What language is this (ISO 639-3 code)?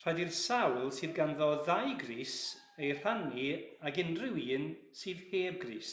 cym